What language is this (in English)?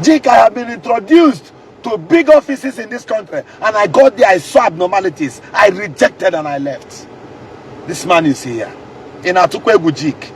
Igbo